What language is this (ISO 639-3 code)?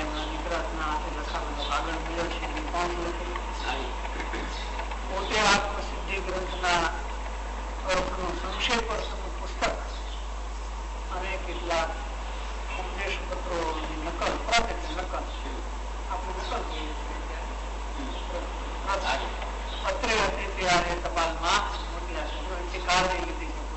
guj